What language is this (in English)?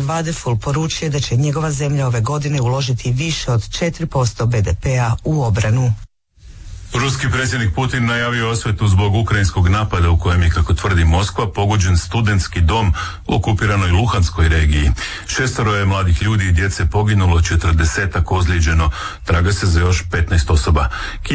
Croatian